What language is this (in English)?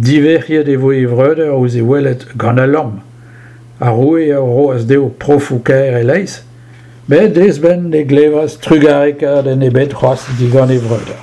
Breton